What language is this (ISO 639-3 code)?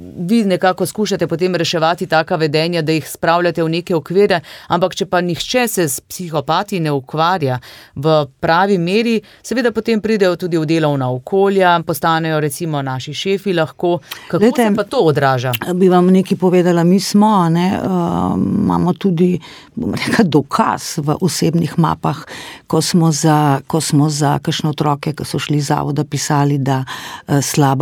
slv